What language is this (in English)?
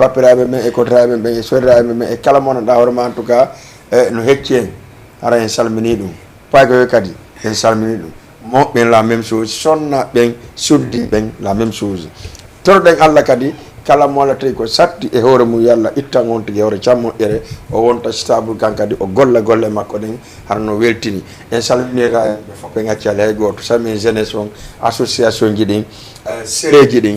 Fula